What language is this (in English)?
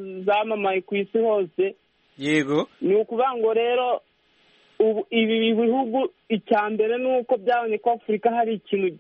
Kinyarwanda